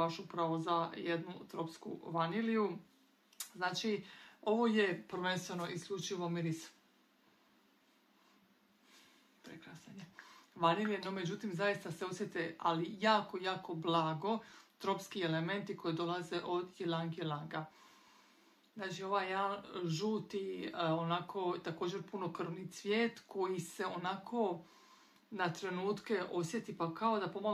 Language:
Croatian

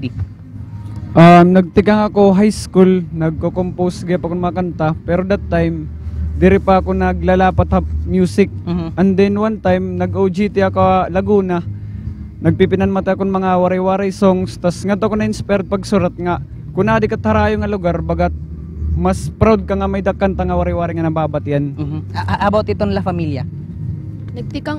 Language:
Waray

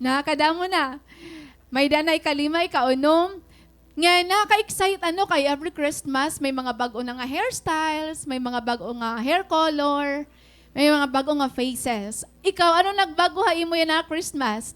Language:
Waray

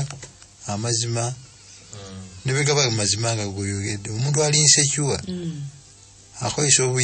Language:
Ganda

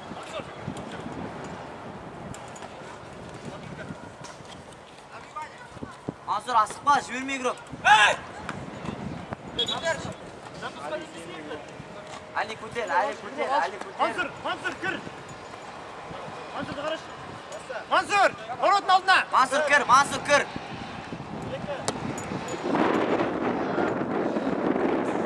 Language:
Kazakh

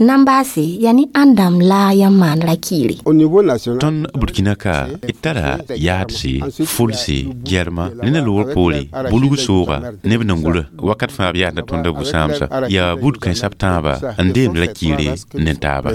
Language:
Mossi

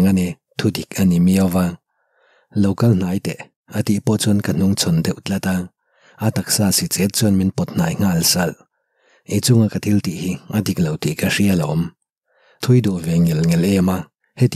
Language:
Mizo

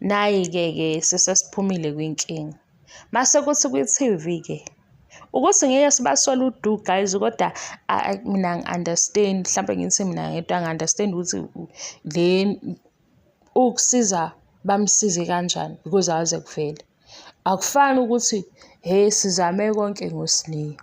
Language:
Zulu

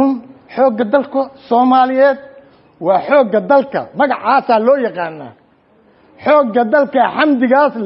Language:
Somali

